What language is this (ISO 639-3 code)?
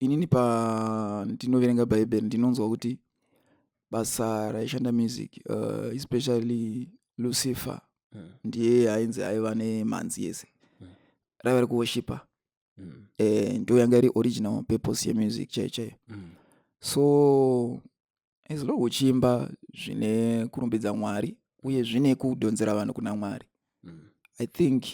sna